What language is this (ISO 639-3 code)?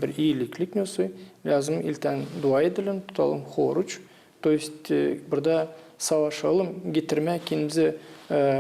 gag